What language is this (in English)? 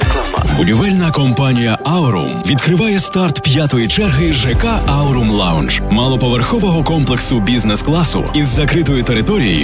Ukrainian